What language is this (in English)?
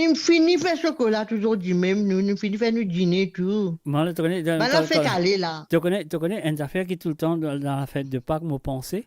Morisyen